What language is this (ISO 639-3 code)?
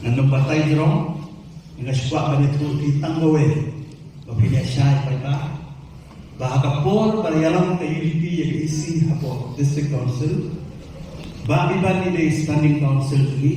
kha